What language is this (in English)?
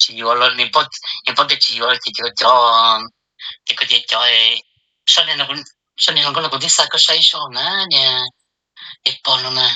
Hmong